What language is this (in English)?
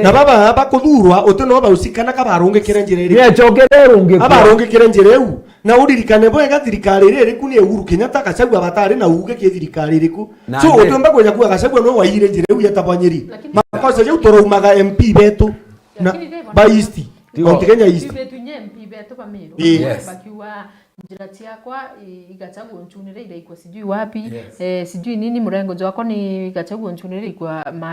Meru